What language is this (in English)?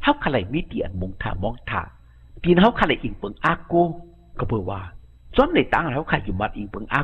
Shan